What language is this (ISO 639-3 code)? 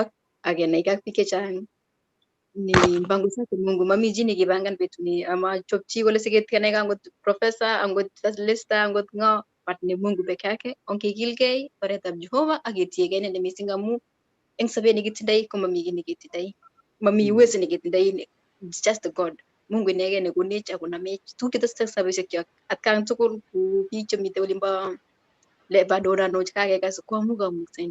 kln